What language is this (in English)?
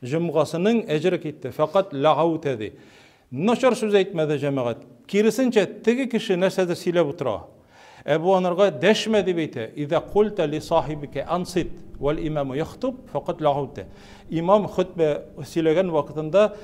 Tatar